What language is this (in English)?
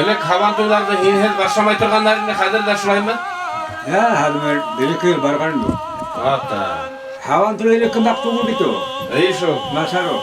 Bashkir